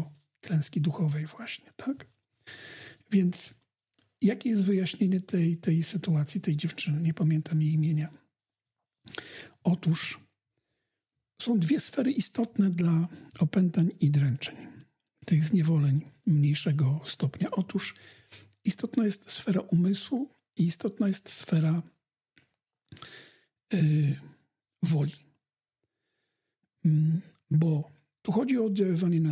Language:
Polish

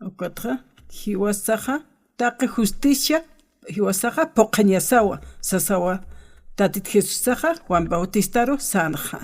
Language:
Aymara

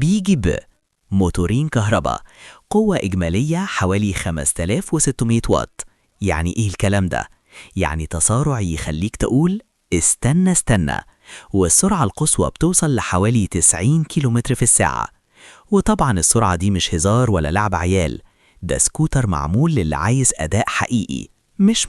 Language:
Egyptian Arabic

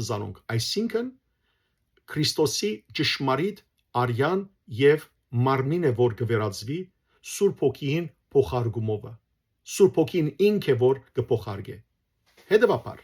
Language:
Western Armenian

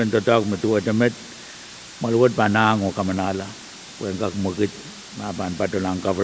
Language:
Pohnpeian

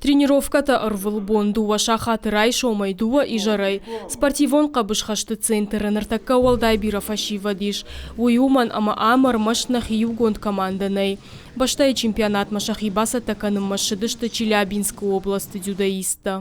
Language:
Ossetic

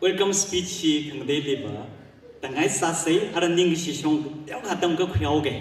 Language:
Tangkhul Naga (India)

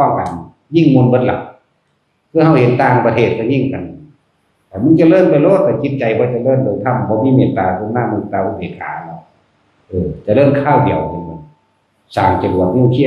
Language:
Northeastern Thai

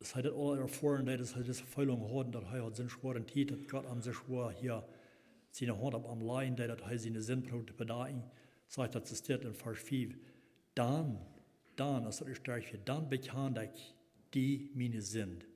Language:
Plautdietsch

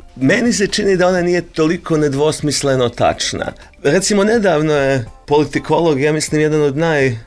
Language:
Croatian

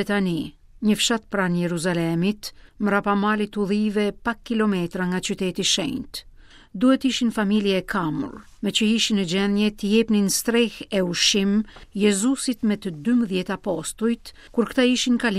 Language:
Albanian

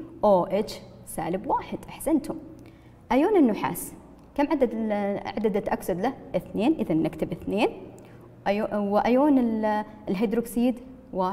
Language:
Arabic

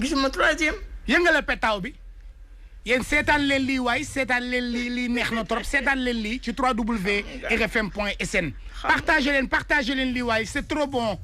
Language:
Wolof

